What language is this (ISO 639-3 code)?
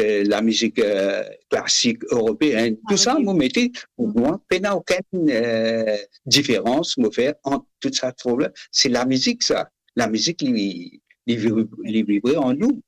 mfe